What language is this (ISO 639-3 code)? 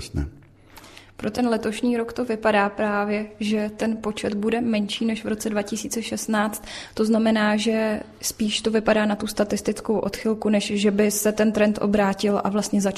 ces